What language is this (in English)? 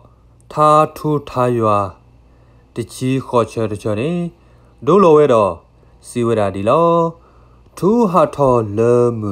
S'gaw Karen